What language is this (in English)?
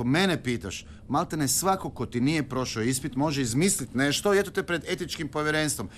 Croatian